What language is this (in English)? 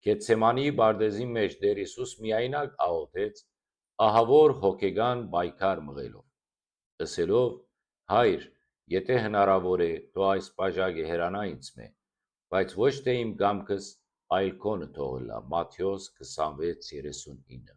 Western Armenian